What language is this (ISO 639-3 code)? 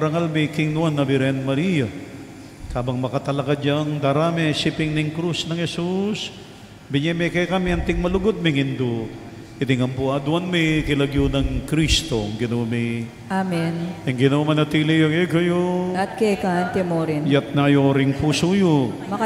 pam